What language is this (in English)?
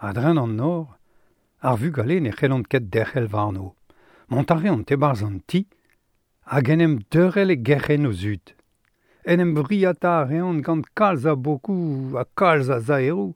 Breton